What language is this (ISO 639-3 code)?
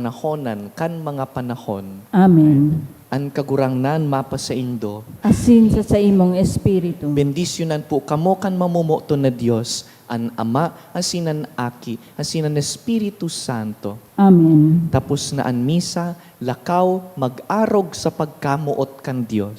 bik